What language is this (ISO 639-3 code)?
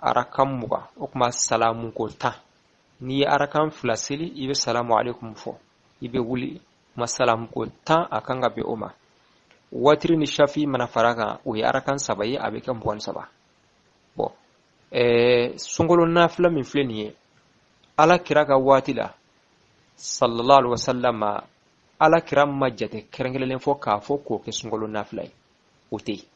bam